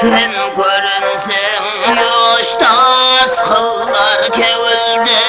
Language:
Kara-Kalpak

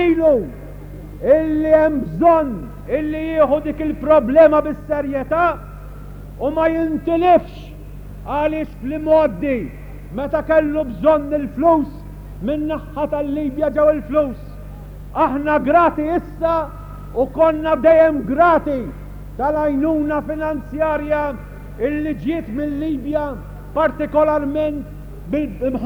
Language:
Maltese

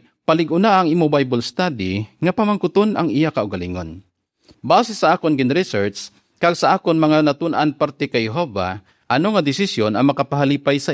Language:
Hiligaynon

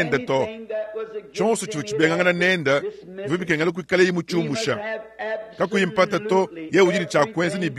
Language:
Luba-Lulua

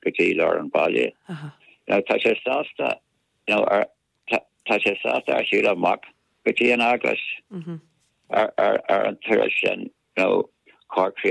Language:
Irish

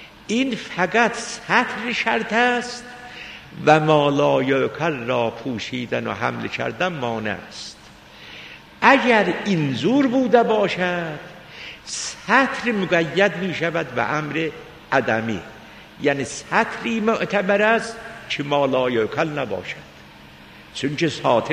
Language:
Persian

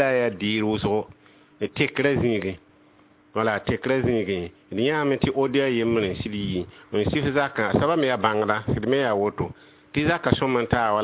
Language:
Mossi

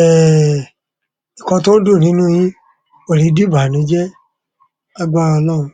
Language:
Yoruba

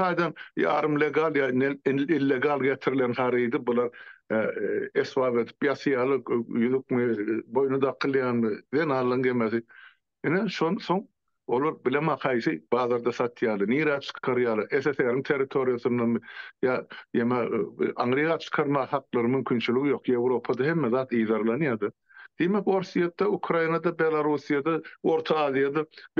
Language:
Turkmen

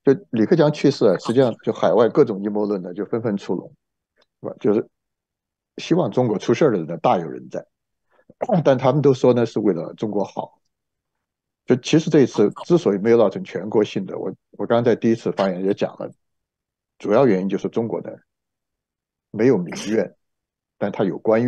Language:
Chinese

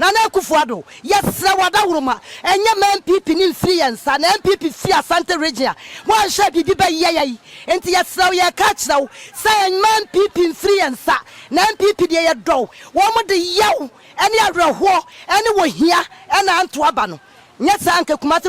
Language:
Akan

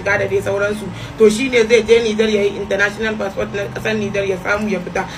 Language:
Hausa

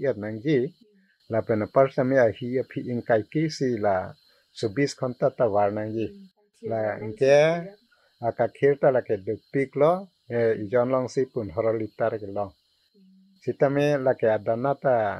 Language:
Karbi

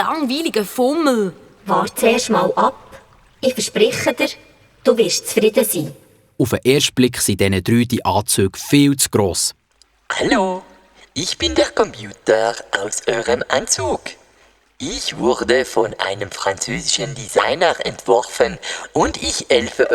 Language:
Swiss German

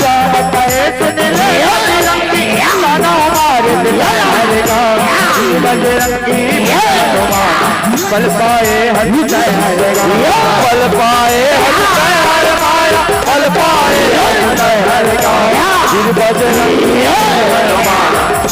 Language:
Chhattisgarhi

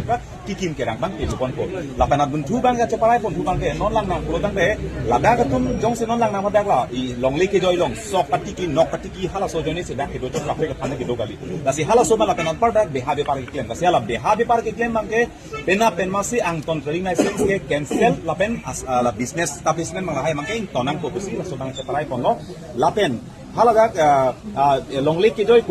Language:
Karbi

